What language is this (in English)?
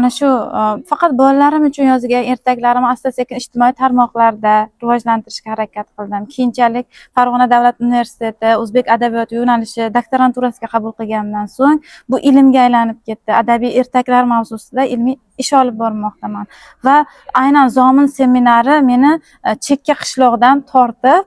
Uzbek